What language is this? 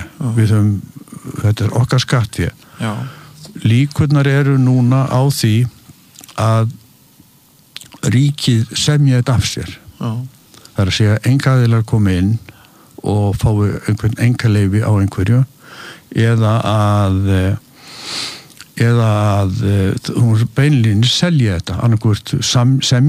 Icelandic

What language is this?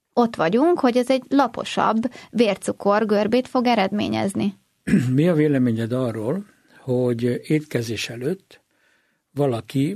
Hungarian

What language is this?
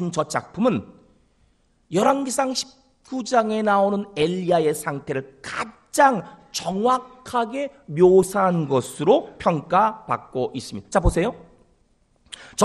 Korean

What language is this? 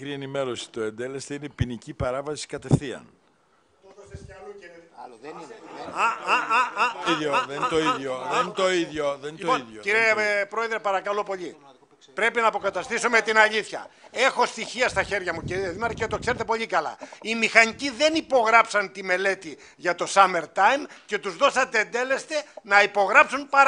Greek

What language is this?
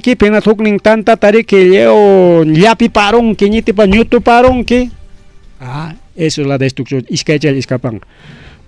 Ayacucho Quechua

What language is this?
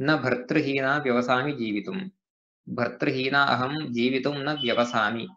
Sanskrit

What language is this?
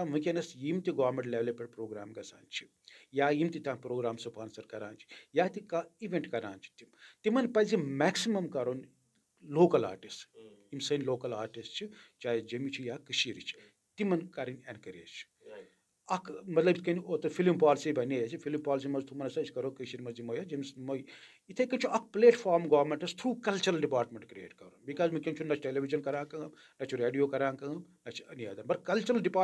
Kashmiri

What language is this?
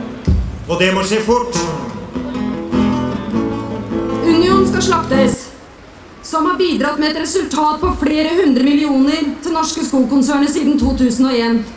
Norwegian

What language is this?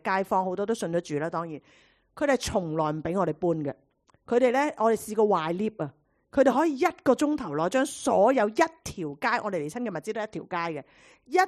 Cantonese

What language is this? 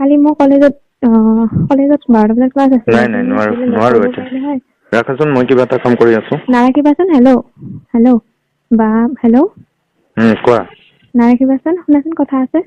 Assamese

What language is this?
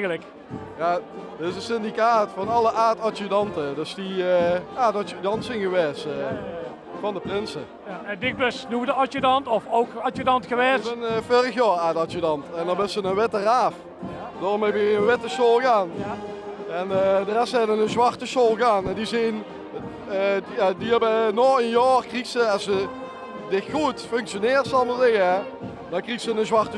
Limburgish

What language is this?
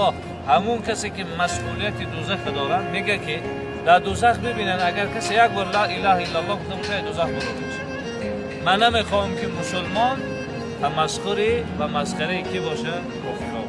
Tajik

